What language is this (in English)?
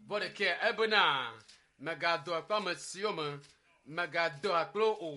Ewe